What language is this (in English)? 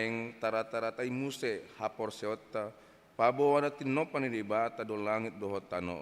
Batak Toba